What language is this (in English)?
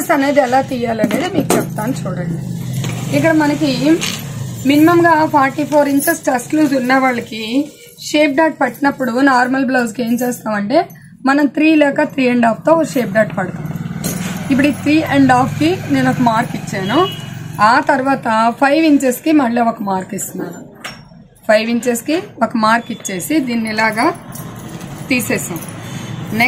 Telugu